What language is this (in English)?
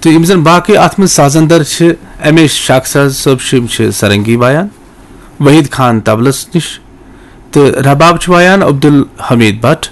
Kashmiri